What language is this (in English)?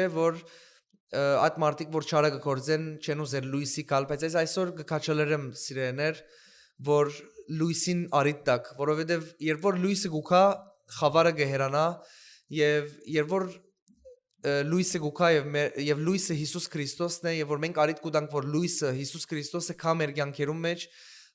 Western Armenian